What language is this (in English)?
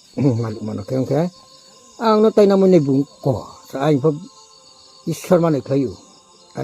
Riang (India)